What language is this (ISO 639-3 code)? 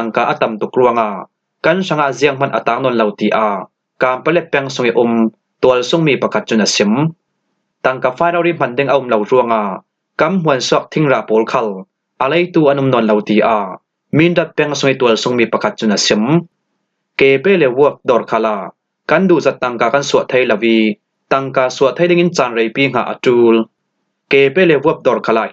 cfm